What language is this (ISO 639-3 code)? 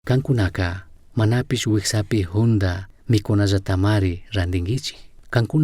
qug